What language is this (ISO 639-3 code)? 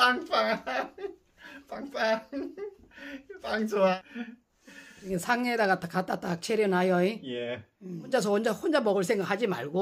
kor